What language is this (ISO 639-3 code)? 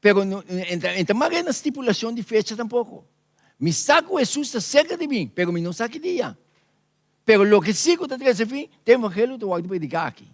pap